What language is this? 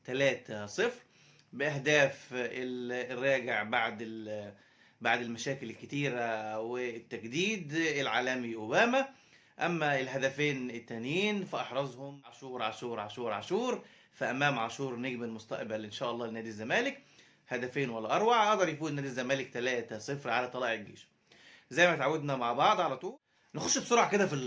Egyptian Arabic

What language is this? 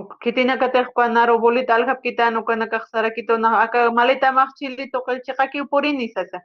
Aymara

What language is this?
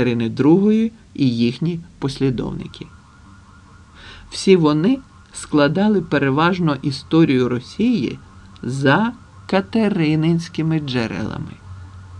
Ukrainian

